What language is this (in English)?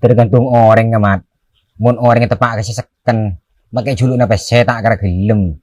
Madurese